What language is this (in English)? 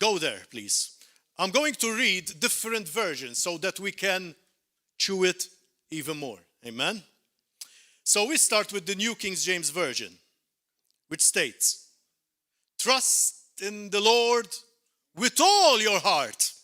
English